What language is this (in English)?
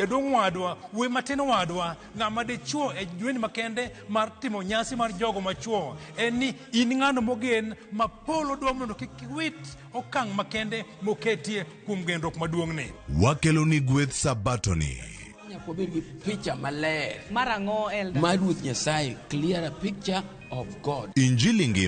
Luo (Kenya and Tanzania)